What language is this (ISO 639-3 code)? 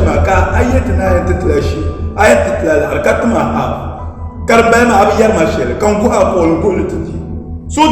dag